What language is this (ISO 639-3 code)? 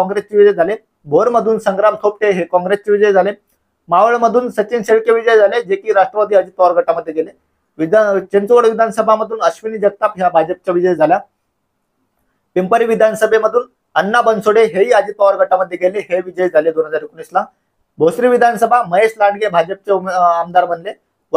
mar